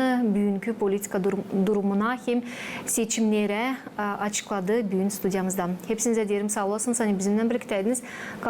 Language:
Gagauz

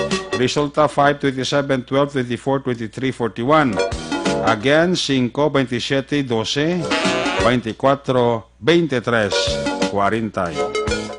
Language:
Hiligaynon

